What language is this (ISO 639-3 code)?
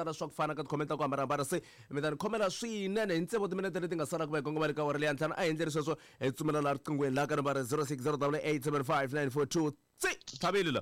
tso